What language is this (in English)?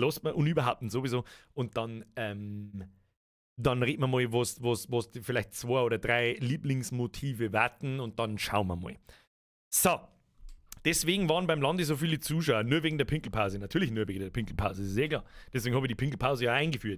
Bavarian